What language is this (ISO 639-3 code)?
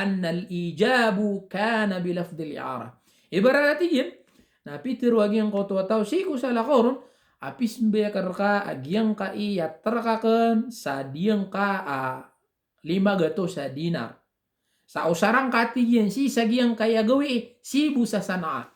mrw